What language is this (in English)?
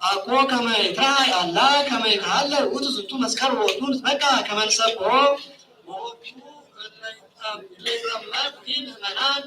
Geez